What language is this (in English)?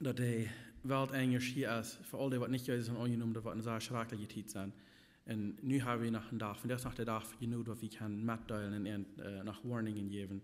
Plautdietsch